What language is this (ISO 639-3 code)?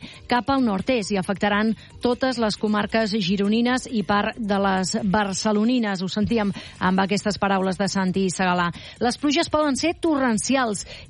cat